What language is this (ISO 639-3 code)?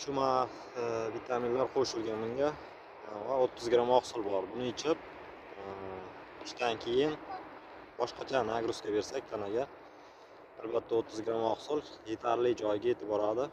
uzb